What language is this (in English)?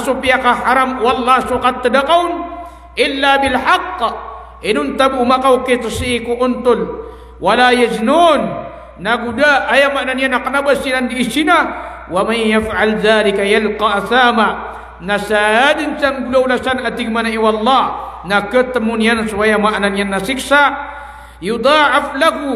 Maranao